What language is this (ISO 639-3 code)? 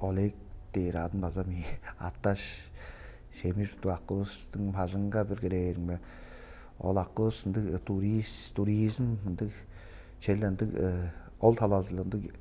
tyv